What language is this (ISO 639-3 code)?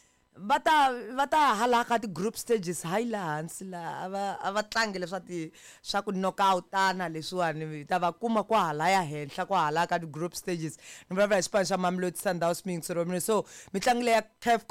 tso